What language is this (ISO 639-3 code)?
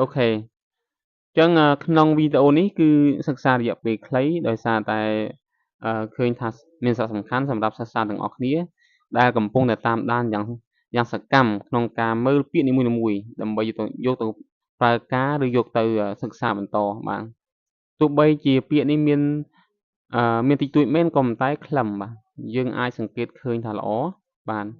khm